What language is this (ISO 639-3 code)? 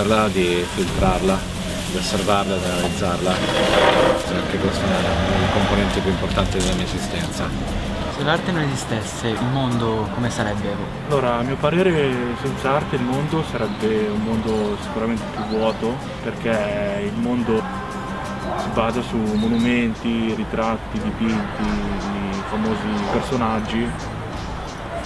ita